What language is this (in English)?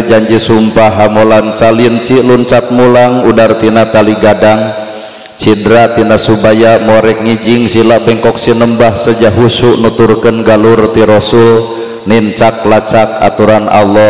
Sundanese